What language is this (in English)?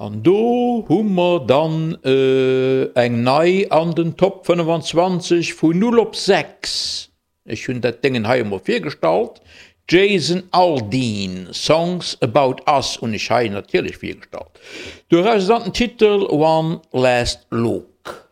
Luxembourgish